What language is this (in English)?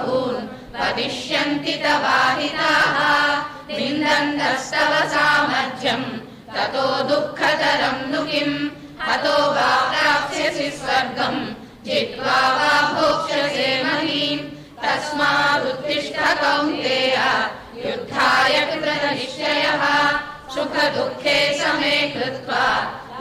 Sanskrit